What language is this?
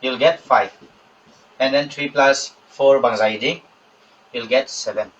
Paite Chin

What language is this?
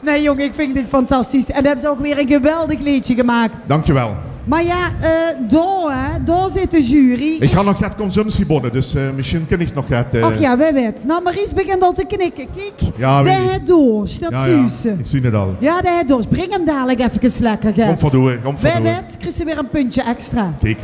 Limburgish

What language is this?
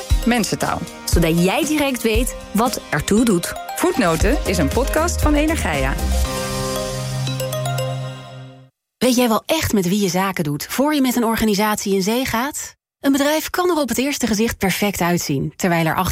Dutch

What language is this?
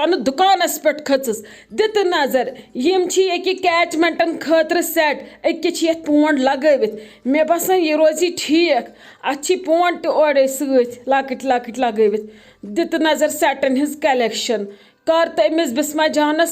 Kashmiri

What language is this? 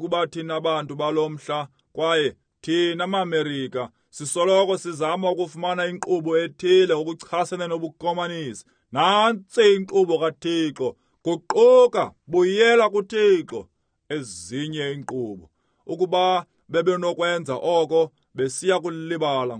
Xhosa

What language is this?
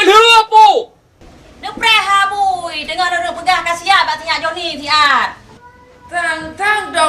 Achinese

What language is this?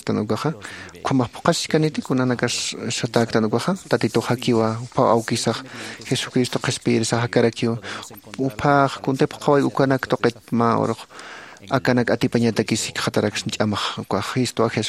Aymara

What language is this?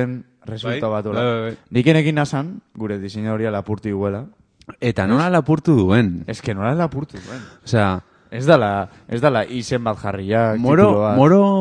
Basque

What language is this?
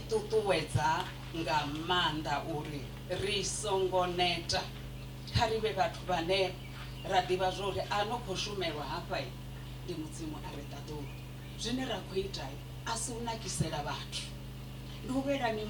Venda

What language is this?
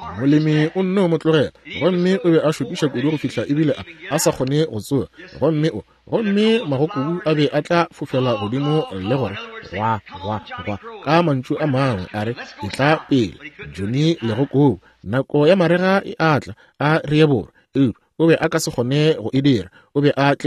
Northern Sotho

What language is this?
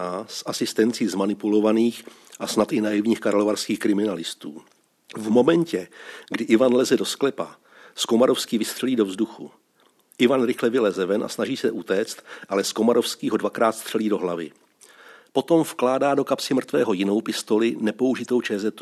Czech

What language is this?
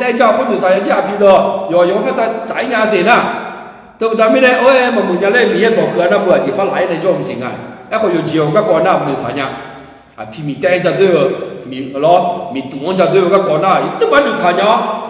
Akha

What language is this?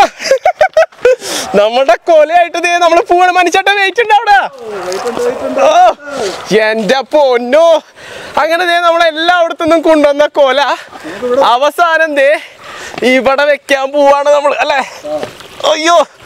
Malayalam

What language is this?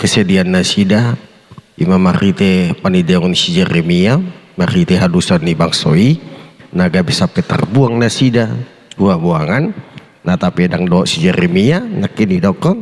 Batak Toba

